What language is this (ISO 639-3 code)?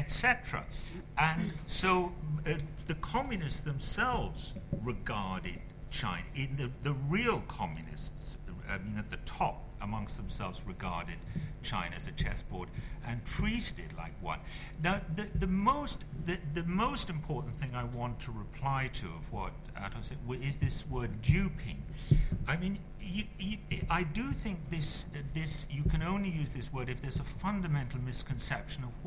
eng